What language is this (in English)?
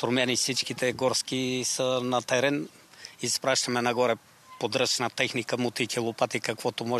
Bulgarian